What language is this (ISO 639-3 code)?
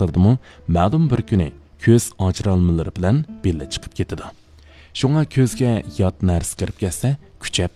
uig